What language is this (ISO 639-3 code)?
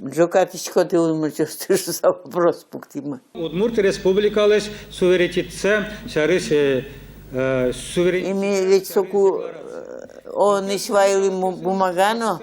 udm